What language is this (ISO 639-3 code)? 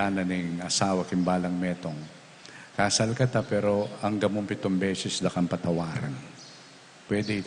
pam